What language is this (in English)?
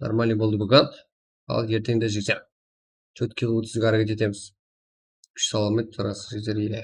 Kara-Kalpak